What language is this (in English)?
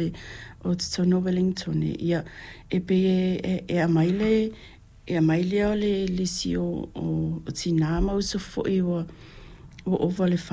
Samoan